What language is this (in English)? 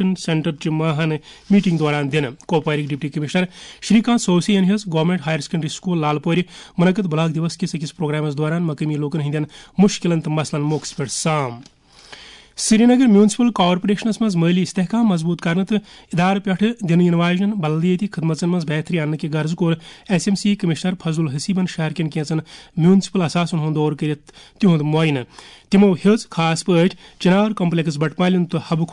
Kashmiri